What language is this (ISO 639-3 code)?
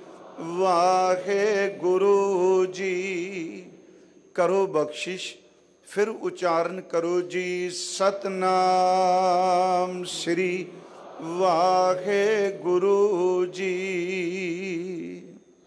pan